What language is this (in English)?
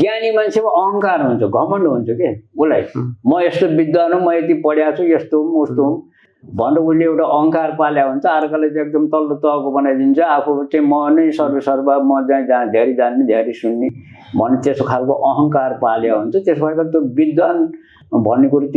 Nepali